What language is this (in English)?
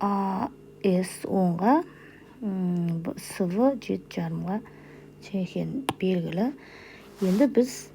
Kazakh